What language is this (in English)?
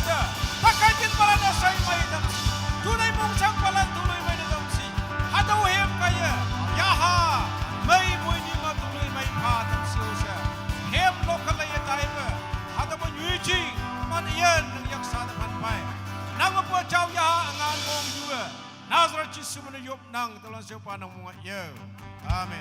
Naga Pidgin